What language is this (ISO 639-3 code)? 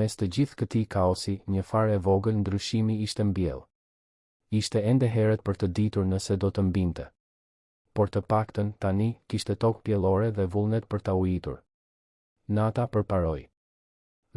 sqi